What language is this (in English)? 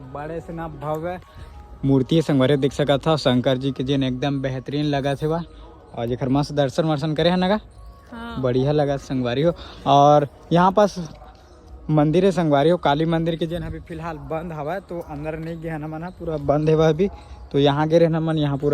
Chhattisgarhi